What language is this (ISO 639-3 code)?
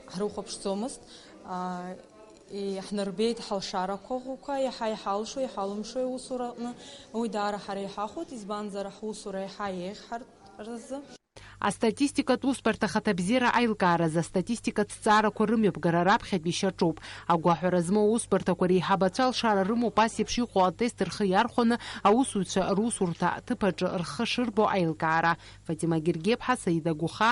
abk